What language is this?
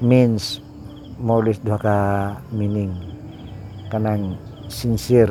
Cebuano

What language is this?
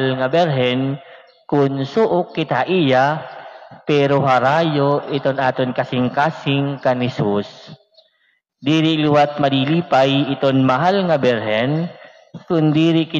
Waray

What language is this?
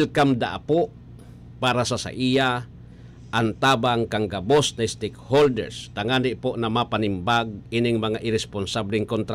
Bikol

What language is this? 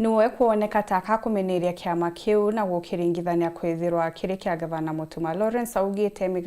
Meru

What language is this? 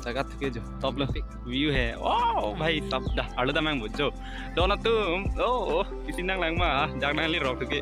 Karbi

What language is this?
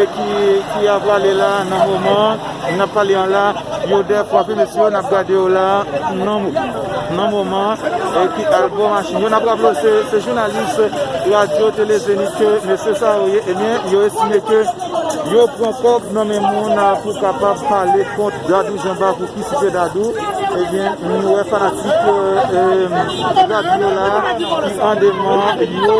Haitian Creole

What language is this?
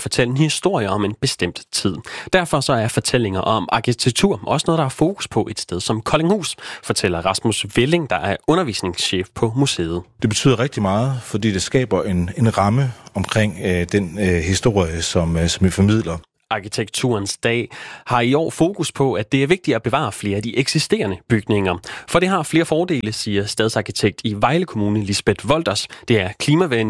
Danish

